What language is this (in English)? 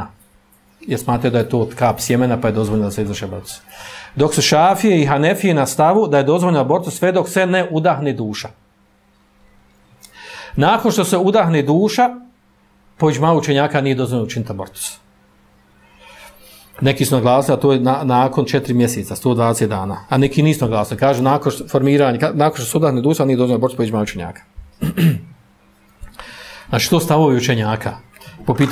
Bosnian